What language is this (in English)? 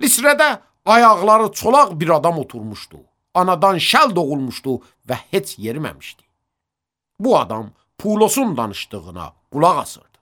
Azerbaijani